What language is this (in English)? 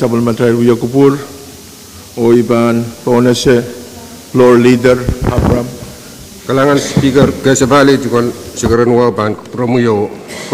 Pohnpeian